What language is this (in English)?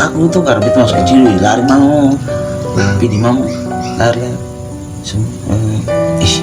Ambonese Malay